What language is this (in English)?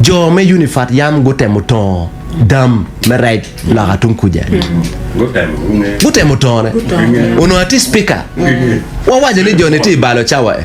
Acoli